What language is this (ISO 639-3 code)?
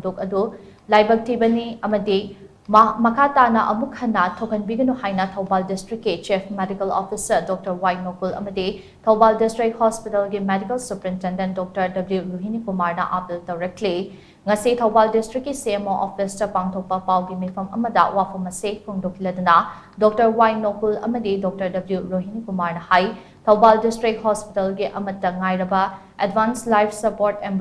mni